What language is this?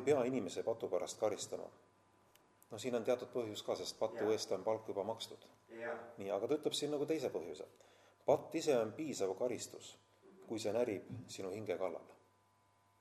Estonian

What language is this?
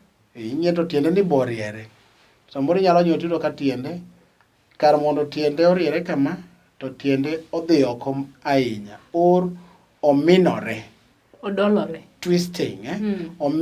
Luo (Kenya and Tanzania)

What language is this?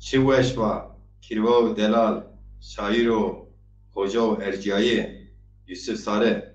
Zaza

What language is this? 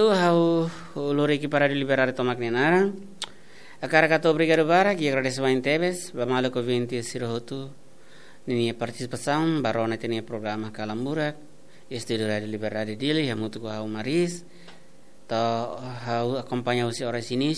Tetum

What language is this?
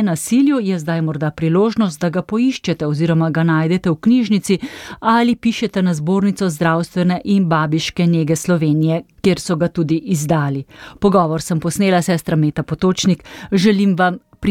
Slovenian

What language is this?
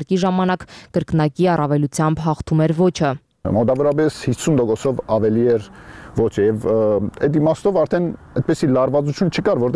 Armenian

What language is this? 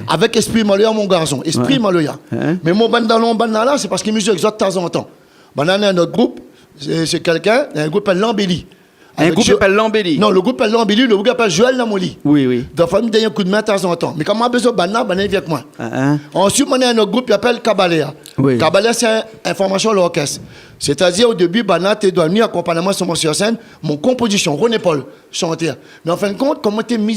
Réunion Creole French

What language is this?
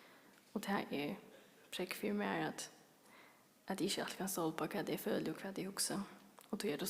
Faroese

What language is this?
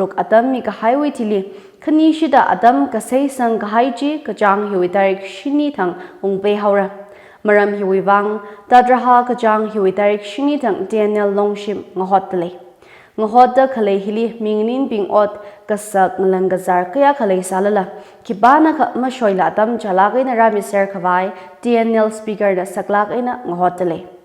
Tangkhul Naga (India)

